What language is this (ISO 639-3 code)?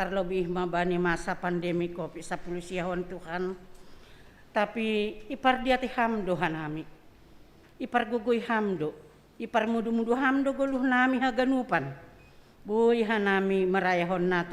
bts